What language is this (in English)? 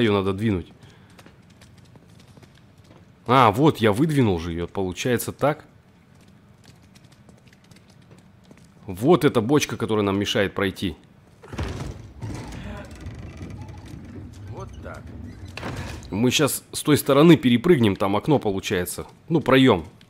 Russian